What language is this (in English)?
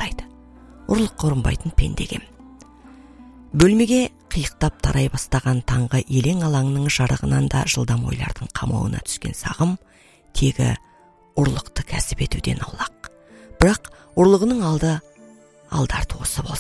Kazakh